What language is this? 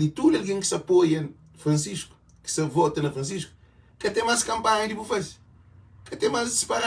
Kabuverdianu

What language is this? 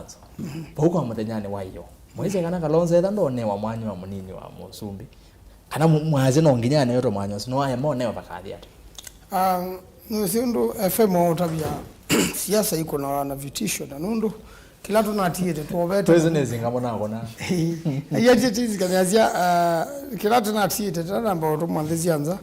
Kamba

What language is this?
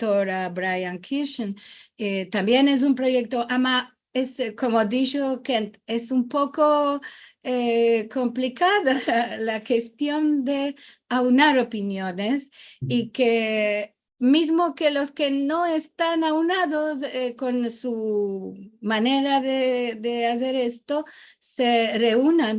Ladino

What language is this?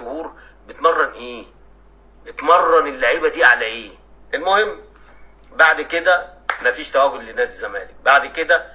Egyptian Arabic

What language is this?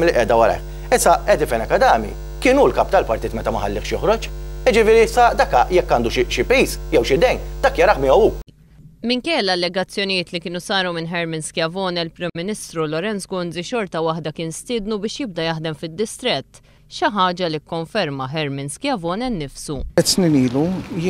Maltese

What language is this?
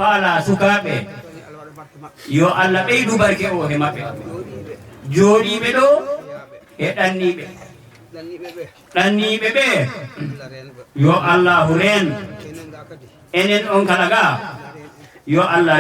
Fula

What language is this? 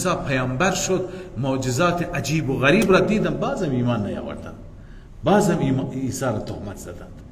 Persian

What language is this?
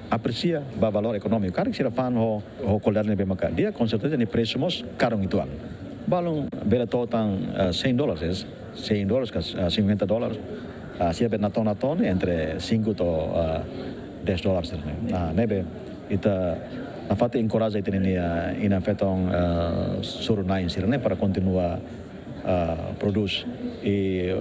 Tetum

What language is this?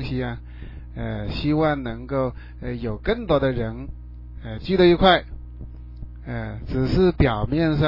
Chinese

